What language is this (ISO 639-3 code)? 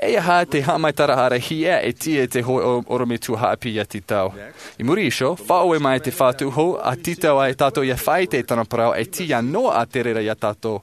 tah